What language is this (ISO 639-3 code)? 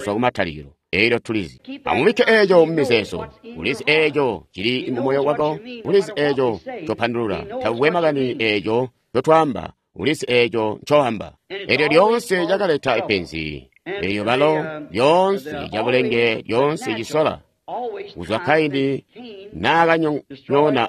toi